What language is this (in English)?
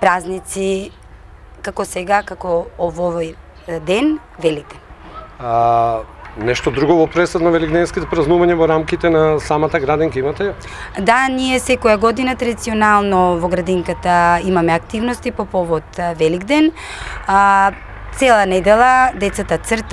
Macedonian